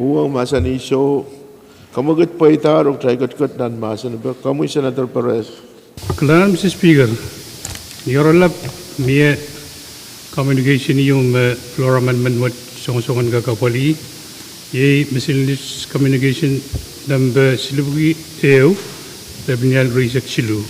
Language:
Pohnpeian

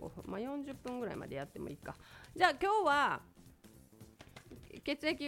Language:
Japanese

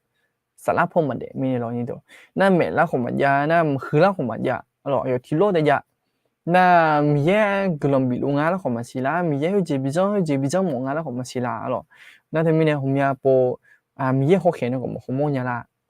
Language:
Akha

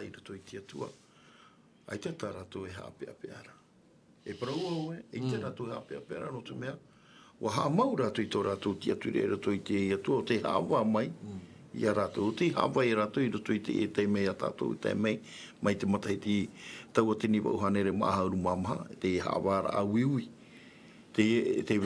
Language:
Tahitian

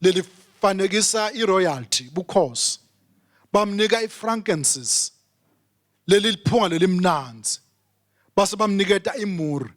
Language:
Swati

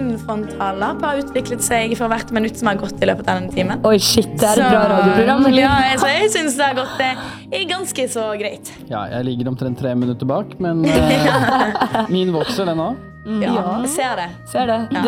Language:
Norwegian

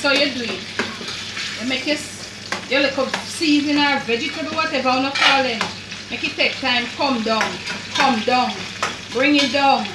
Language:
Jamaican Creole English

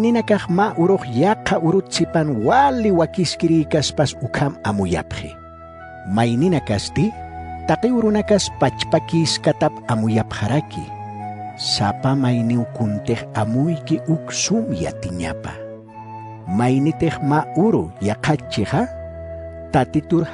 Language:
Aymara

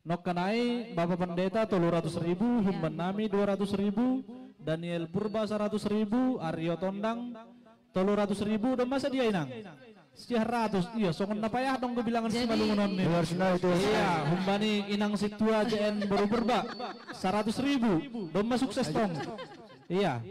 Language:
Batak Simalungun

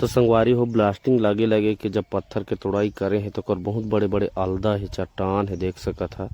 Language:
Chhattisgarhi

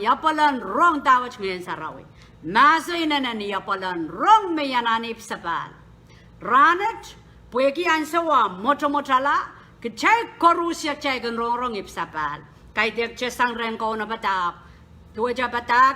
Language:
Pohnpeian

